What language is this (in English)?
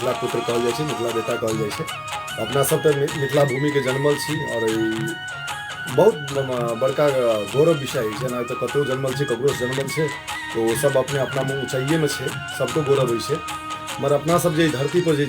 Maithili